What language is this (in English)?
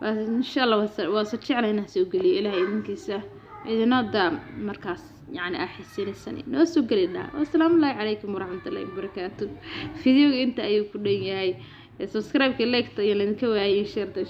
Somali